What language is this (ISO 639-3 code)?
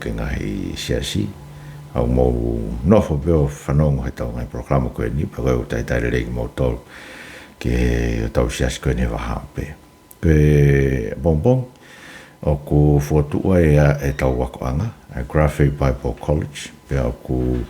ton